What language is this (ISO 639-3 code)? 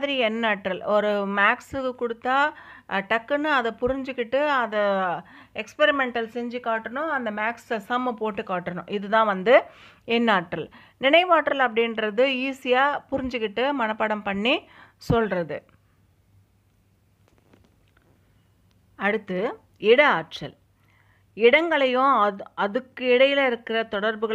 tam